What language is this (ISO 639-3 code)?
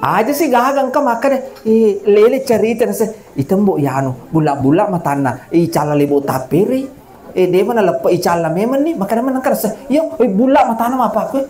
bug